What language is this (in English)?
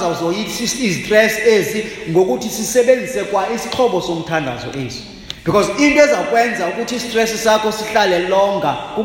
Xhosa